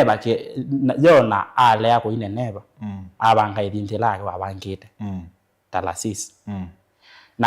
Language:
Kamba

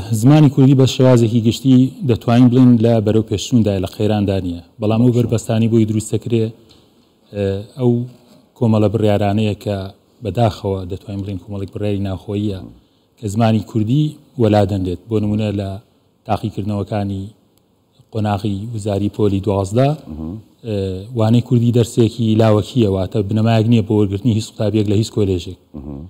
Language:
Central Kurdish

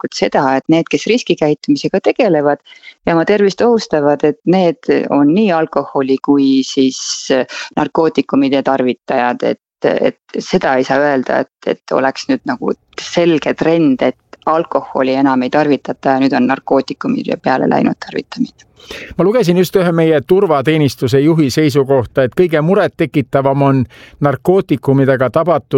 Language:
Estonian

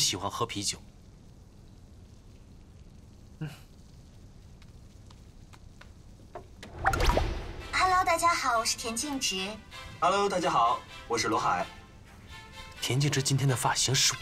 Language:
Chinese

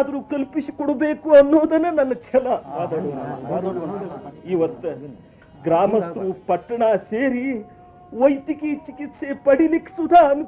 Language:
Kannada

